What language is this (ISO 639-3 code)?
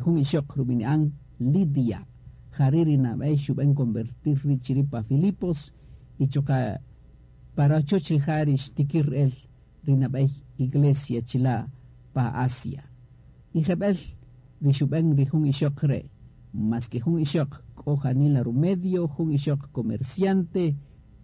cak